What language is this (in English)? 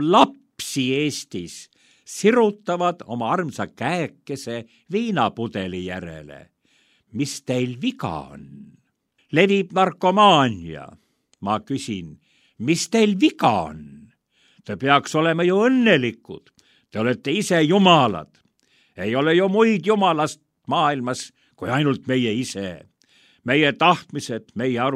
Estonian